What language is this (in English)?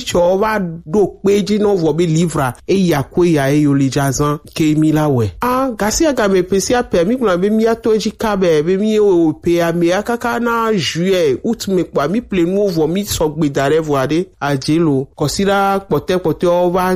Gen